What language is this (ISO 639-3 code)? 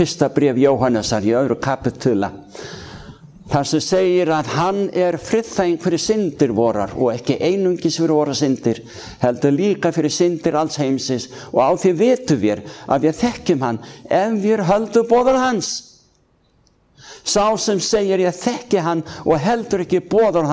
isl